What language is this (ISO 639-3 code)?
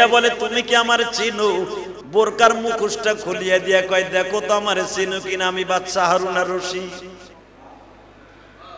ben